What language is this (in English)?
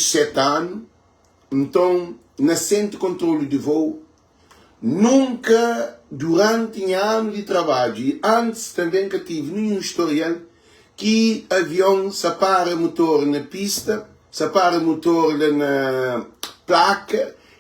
Kabuverdianu